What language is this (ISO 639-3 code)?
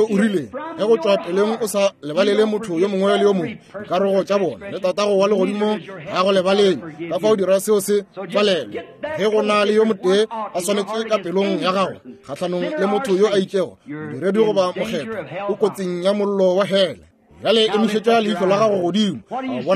nso